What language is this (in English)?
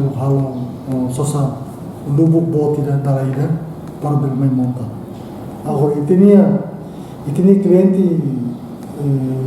Tetum